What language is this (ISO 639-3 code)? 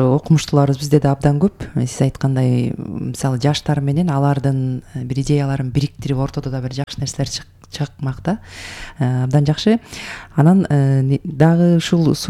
kir